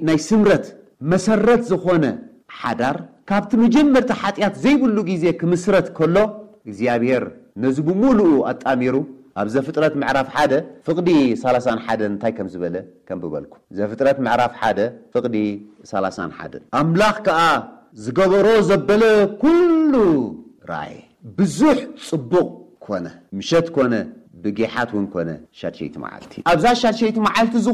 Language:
Tigrinya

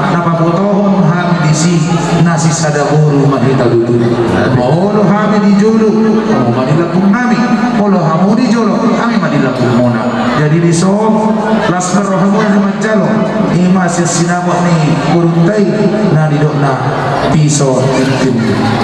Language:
Batak Toba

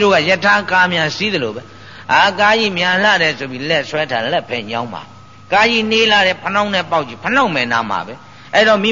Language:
Burmese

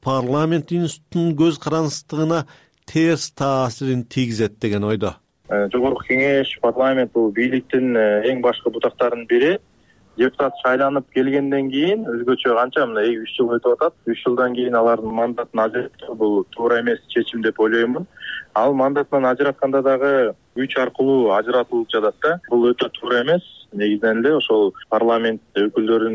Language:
Kyrgyz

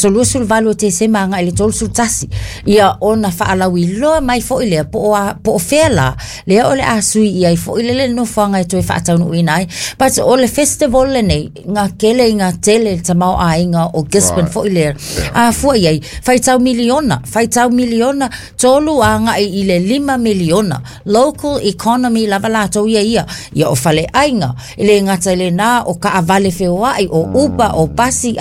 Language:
Samoan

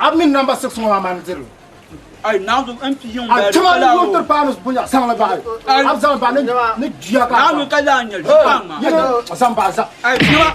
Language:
Dagbani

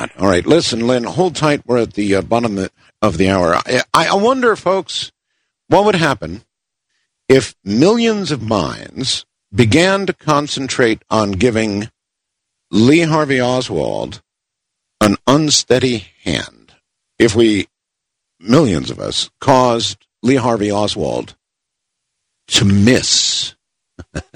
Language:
English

